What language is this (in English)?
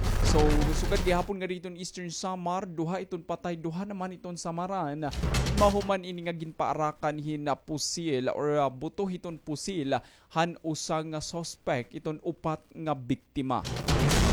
Waray